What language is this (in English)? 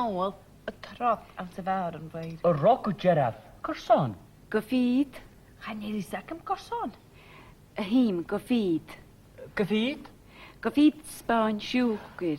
Scottish Gaelic